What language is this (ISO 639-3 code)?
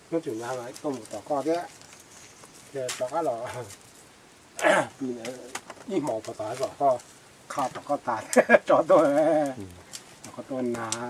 vie